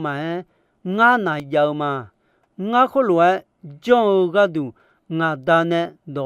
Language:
Akha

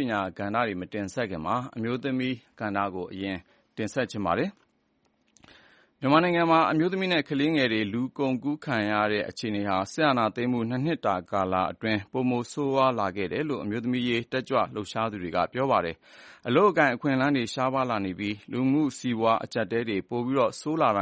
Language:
Burmese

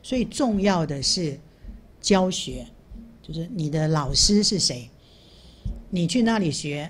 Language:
Chinese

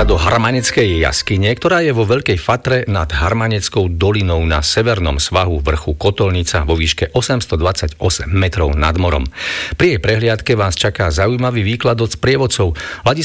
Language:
Slovak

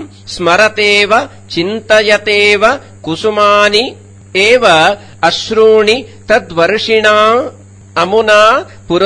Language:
Sanskrit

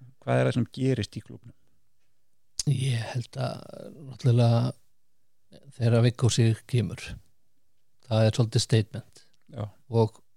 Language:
Icelandic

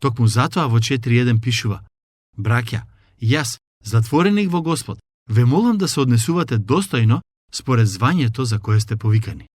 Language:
Macedonian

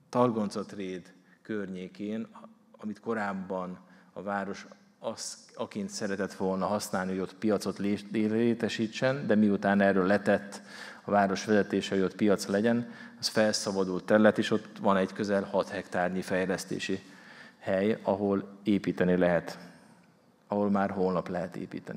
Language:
Hungarian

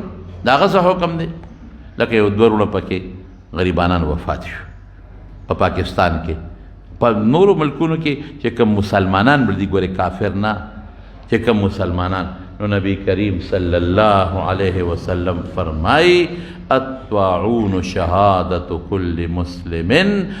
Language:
Pashto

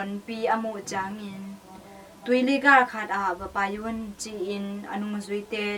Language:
Tedim Chin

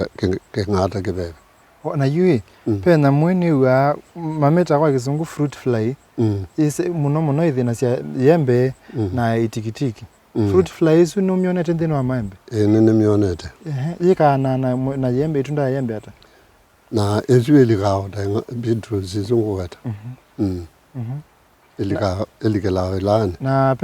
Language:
Kamba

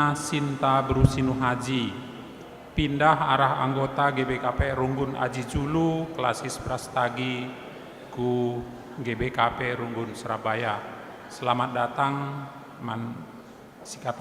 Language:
Batak Karo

